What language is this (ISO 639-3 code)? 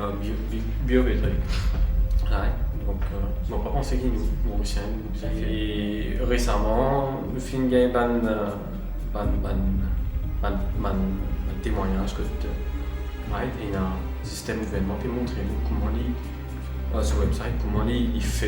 mfe